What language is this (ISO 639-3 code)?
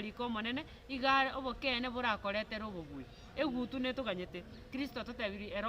guz